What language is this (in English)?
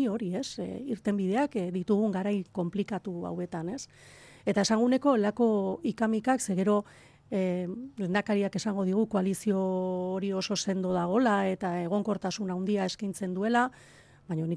Basque